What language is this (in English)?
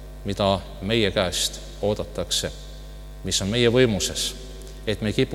Estonian